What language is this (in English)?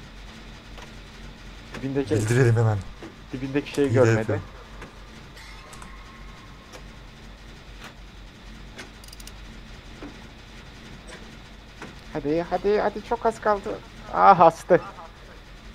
Turkish